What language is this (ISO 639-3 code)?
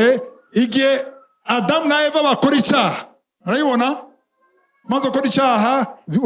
run